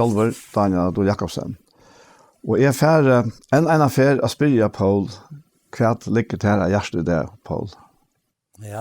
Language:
Faroese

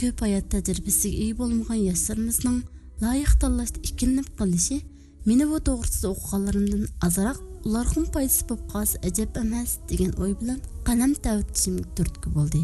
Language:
Uyghur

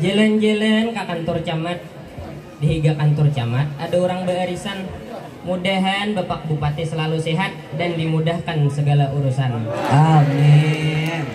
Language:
Banjar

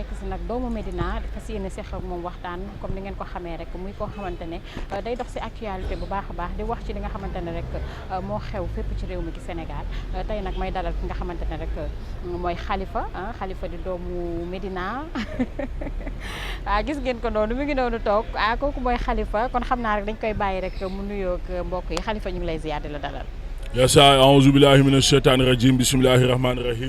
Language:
Wolof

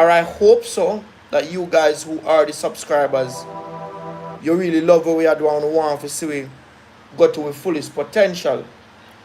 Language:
Jamaican Creole English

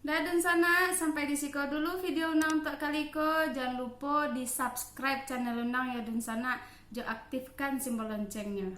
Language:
Minangkabau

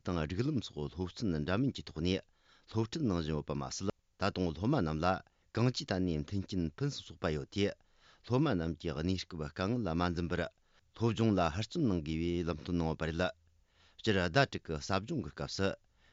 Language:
Tibetan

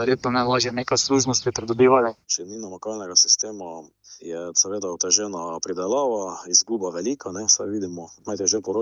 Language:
Slovenian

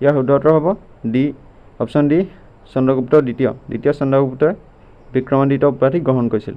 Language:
Assamese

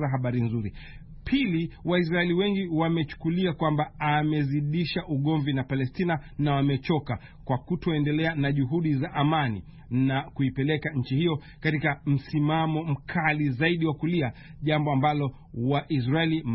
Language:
Swahili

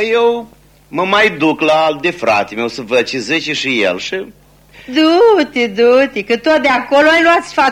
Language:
Romanian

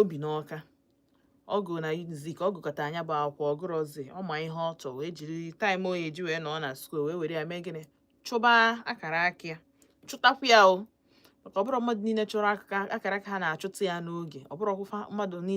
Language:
Igbo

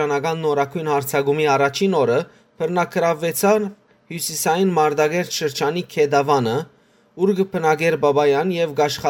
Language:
Western Armenian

